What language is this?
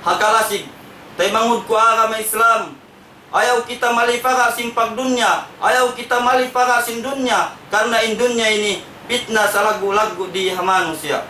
Tausug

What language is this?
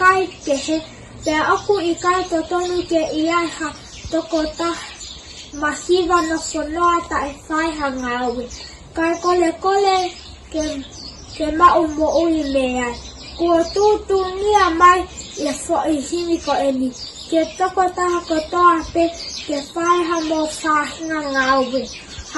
Tongan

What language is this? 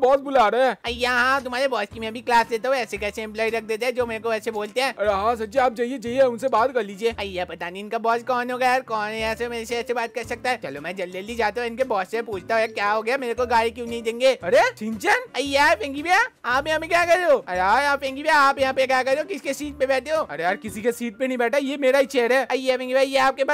Hindi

